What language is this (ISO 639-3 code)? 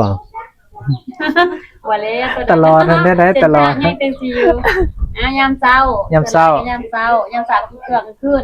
tts